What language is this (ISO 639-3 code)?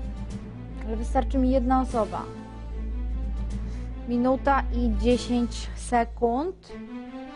pol